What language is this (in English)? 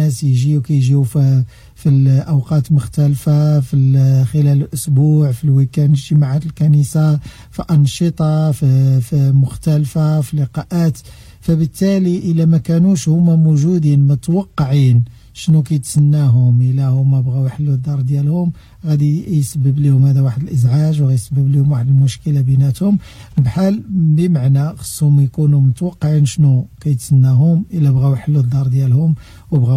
Moroccan Arabic